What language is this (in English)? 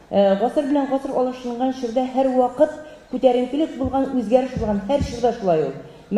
Tatar